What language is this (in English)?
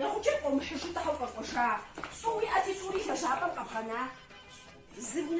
Kabardian